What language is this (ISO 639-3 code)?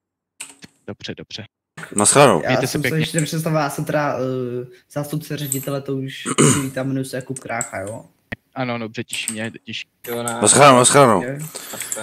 ces